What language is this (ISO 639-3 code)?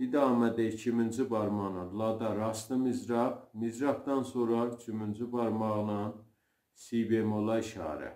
azb